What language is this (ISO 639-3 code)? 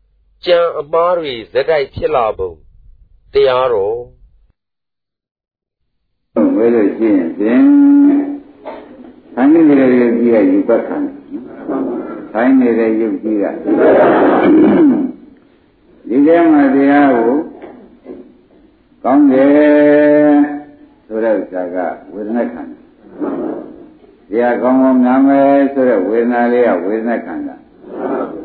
mya